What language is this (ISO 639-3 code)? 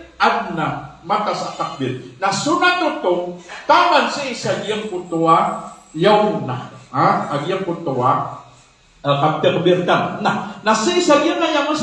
mrw